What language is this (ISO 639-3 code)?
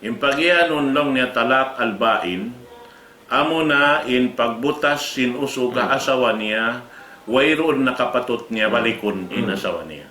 tsg